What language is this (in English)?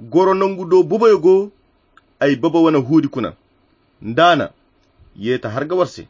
Koyra Chiini